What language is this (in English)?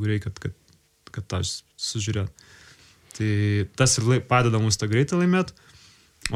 Lithuanian